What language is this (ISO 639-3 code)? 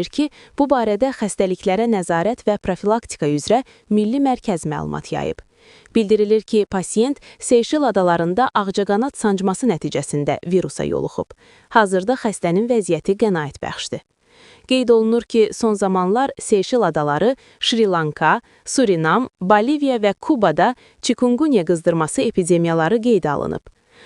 aze